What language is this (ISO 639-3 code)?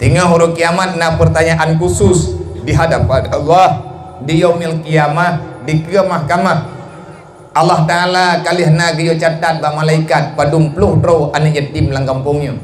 ace